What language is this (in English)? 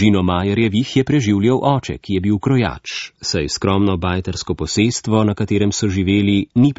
Slovenian